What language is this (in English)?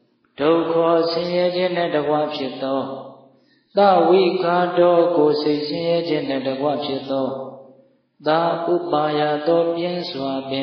Burmese